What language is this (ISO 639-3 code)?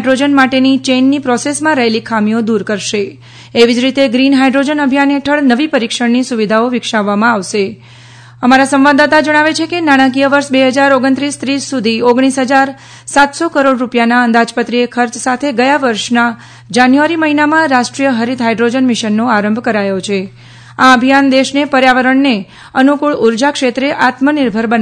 guj